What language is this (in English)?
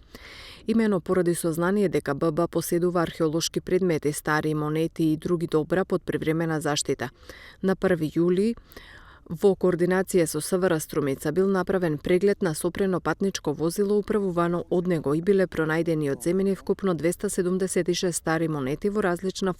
Macedonian